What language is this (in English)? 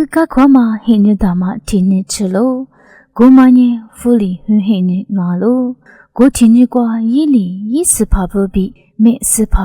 Lisu